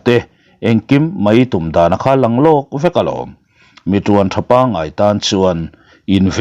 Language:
Mizo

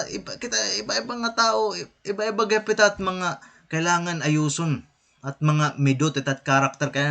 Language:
Waray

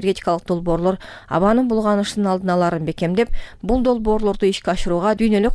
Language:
Kyrgyz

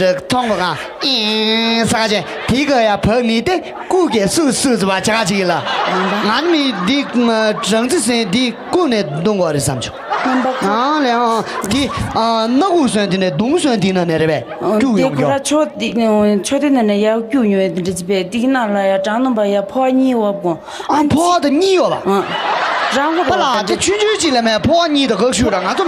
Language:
Tibetan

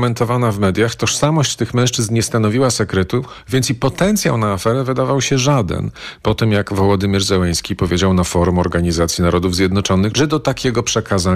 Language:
Polish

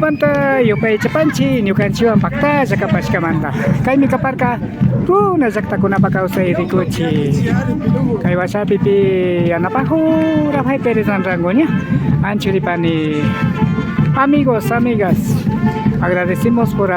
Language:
Imbabura Highland Quichua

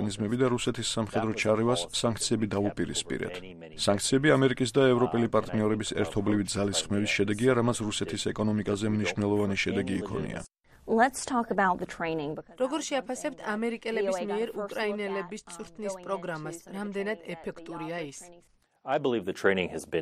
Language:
Georgian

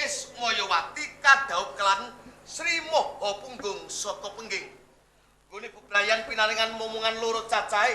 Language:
Javanese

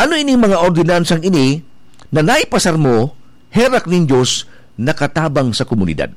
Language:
Bikol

